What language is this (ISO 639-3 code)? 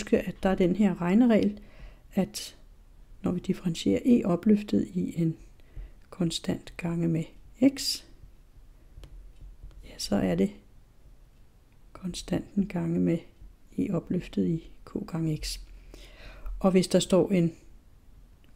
dan